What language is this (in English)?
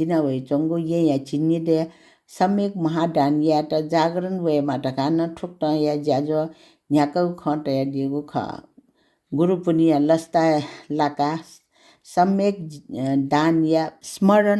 Newari